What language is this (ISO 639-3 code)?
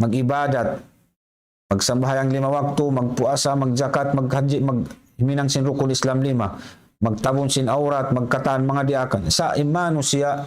tsg